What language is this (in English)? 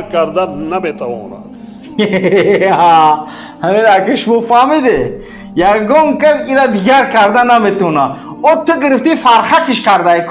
Tajik